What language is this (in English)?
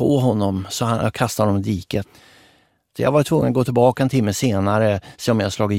Swedish